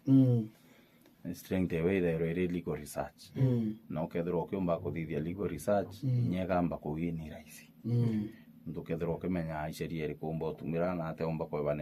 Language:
Meru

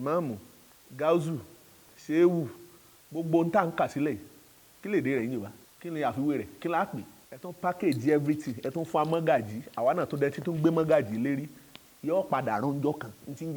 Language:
Yoruba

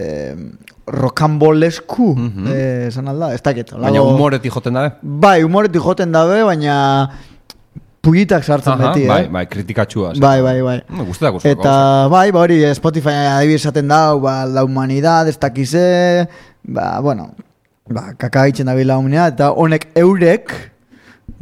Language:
Basque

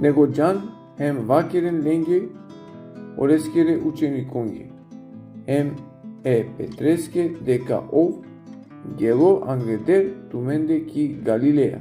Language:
Balkan Romani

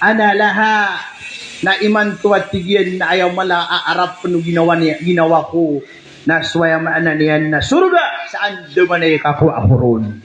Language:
Maranao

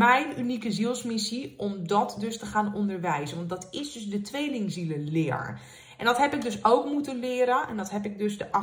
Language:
Dutch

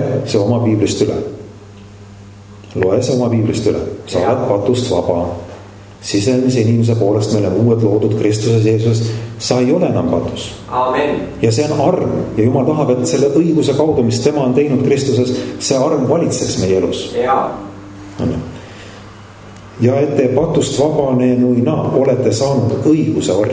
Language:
Estonian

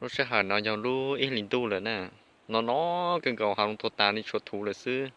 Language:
Hmong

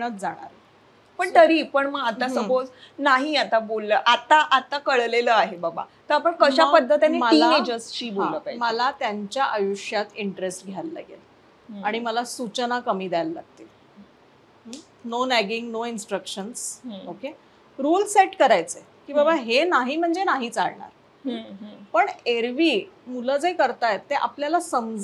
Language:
Marathi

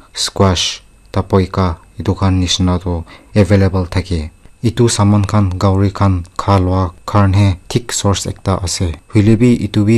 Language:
Naga Pidgin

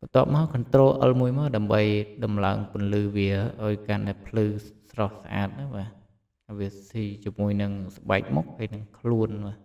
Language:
Khmer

